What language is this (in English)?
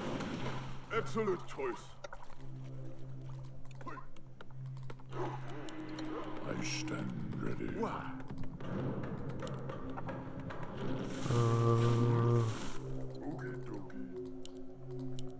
Romanian